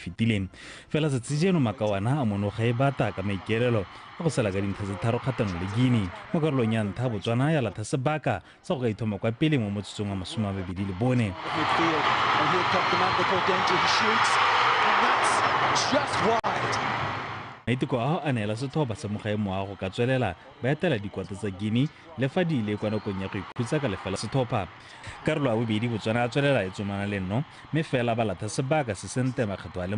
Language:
Tswana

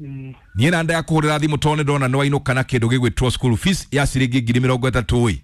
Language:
Kikuyu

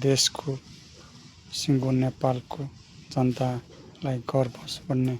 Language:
Nepali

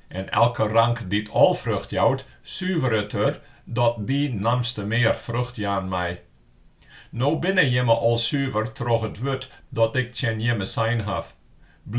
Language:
Western Frisian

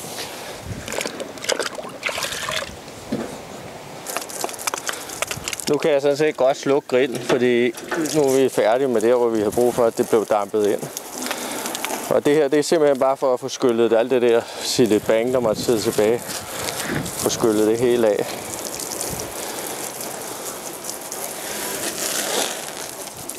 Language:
Danish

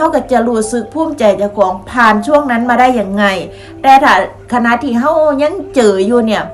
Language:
Lao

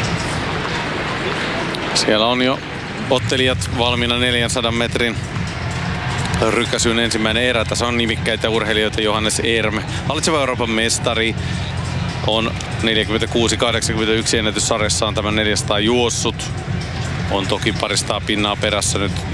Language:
Finnish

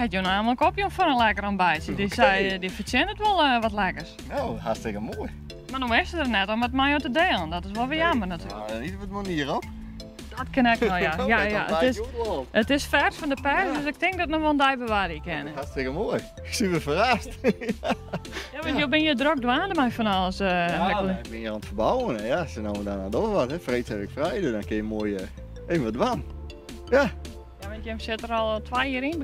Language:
Western Frisian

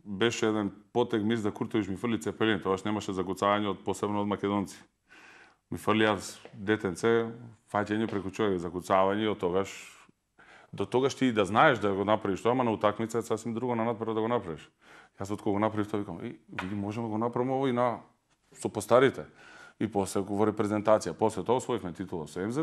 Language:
Macedonian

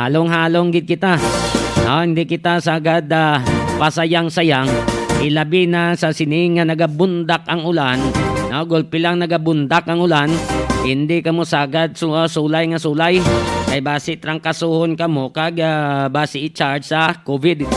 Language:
Hiligaynon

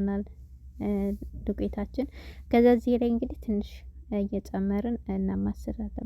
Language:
Amharic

